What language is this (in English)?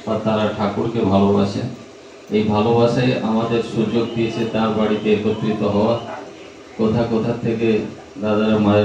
Bangla